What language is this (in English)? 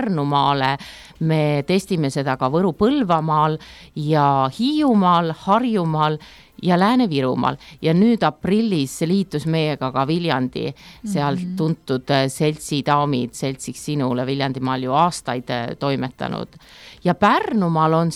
Estonian